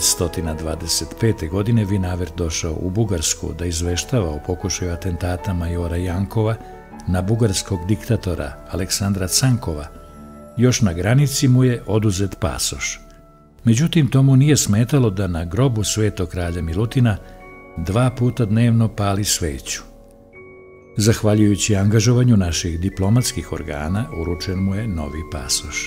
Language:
Serbian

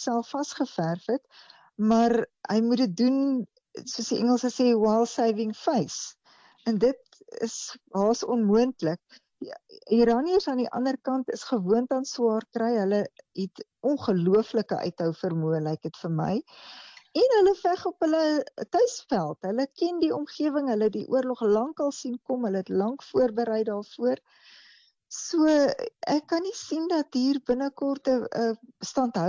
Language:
Afrikaans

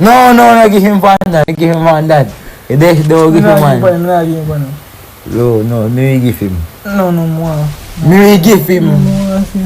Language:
Jamaican Creole English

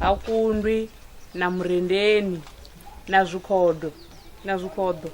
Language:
Venda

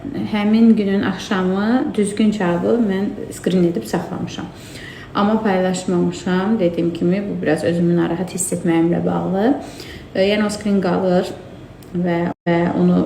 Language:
Azerbaijani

